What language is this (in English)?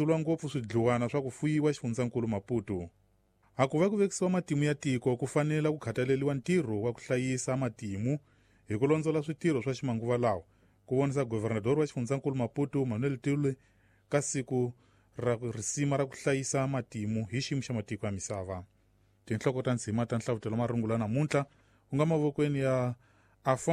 Tsonga